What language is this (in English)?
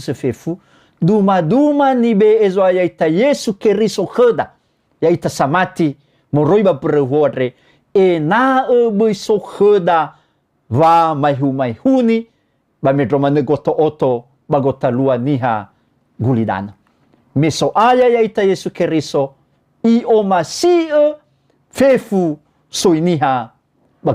Nias